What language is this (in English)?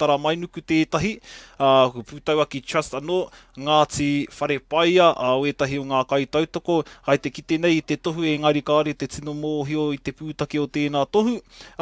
Māori